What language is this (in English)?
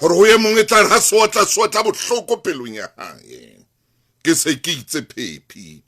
Southern Sotho